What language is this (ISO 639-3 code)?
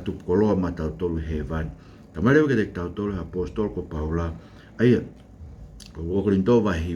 ton